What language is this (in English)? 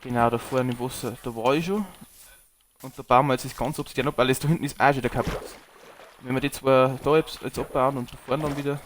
Bavarian